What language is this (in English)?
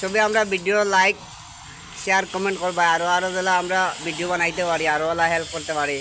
Sylheti